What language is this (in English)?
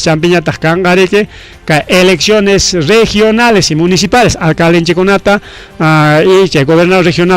Ayacucho Quechua